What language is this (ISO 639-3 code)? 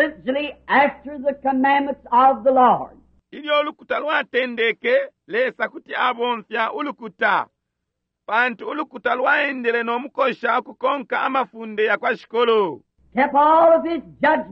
bem